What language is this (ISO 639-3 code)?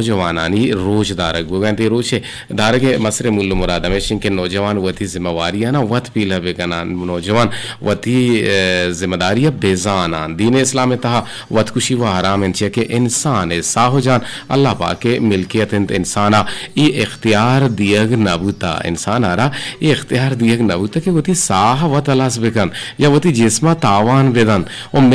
bgp